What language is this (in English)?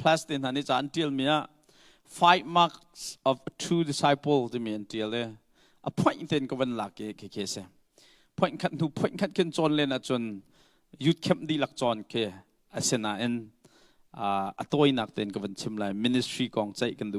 Hakha Chin